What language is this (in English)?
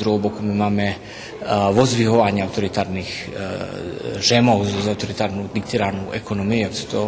Rusyn